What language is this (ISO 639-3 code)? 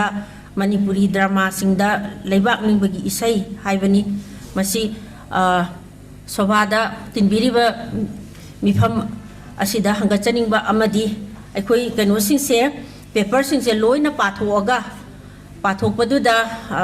mni